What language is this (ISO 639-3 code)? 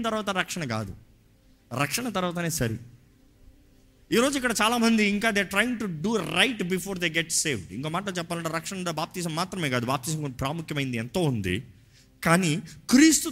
tel